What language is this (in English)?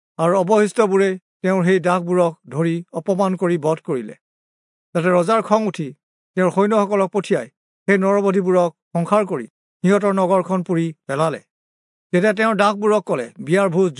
Assamese